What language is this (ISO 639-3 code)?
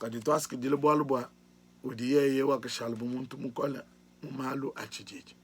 lua